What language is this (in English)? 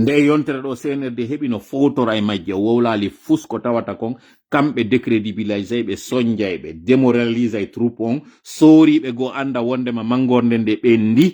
Fula